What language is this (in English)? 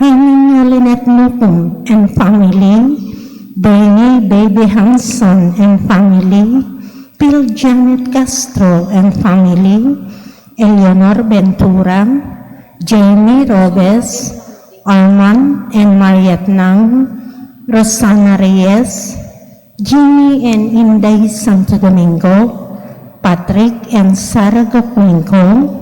Pampanga